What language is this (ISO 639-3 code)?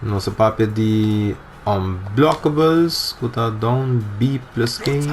pap